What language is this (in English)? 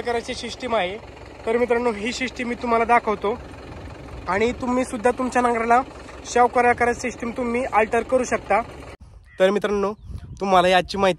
Marathi